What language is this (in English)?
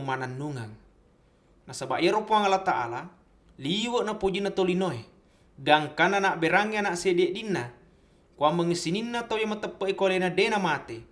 Buginese